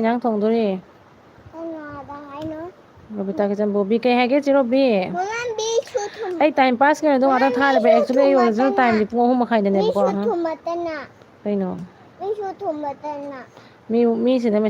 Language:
Manipuri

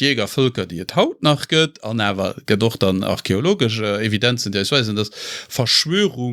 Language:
Luxembourgish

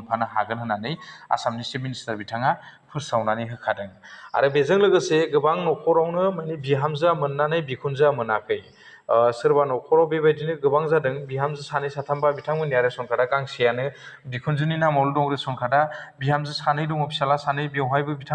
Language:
Bodo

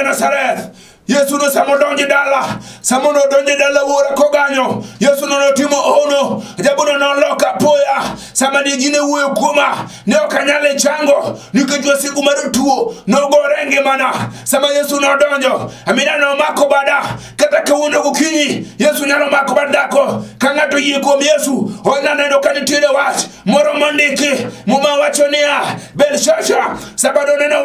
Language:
Luo (Kenya and Tanzania)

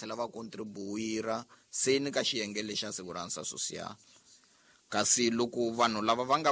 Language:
Tsonga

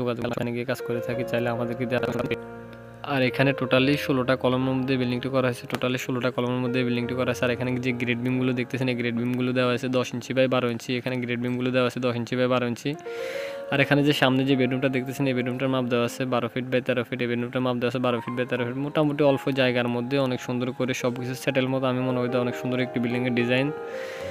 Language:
Bangla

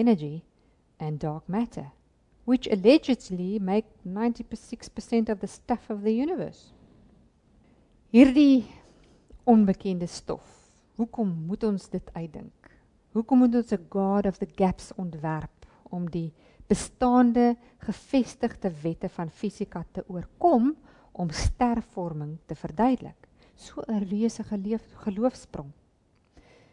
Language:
Afrikaans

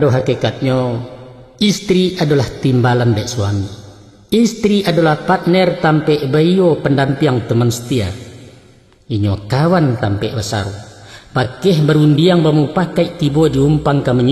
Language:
Minangkabau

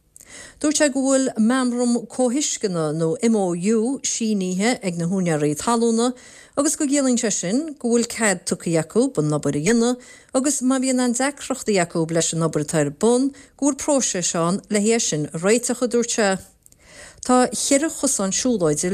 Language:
Irish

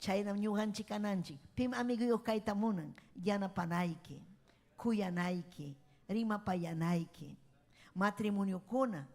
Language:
Ayacucho Quechua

